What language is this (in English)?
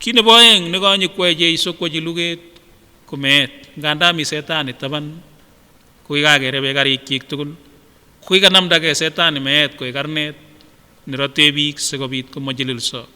Kipsigis